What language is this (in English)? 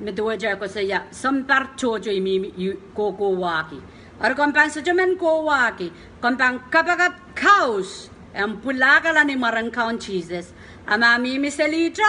Pohnpeian